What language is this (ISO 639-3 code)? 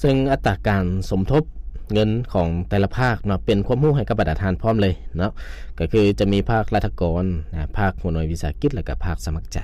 lao